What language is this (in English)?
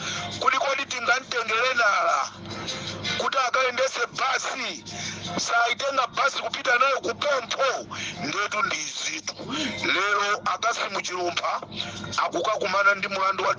Nyanja